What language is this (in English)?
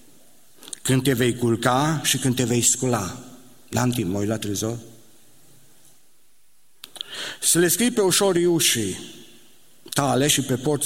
Romanian